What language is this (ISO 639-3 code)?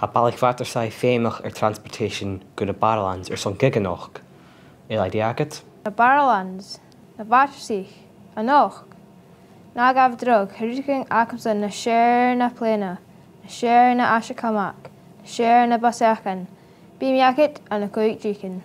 gla